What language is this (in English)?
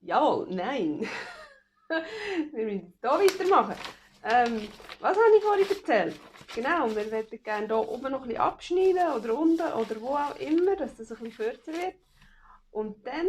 Swiss German